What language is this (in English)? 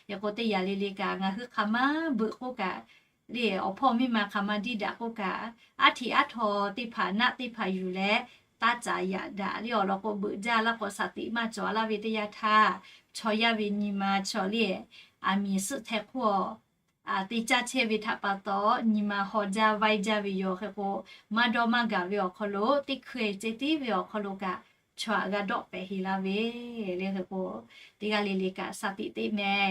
Lahu